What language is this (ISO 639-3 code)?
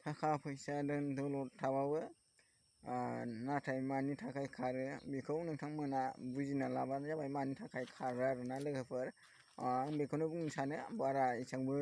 brx